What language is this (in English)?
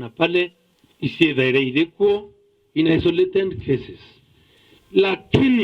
Meru